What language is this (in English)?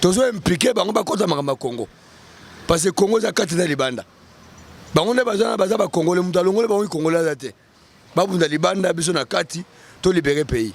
Lingala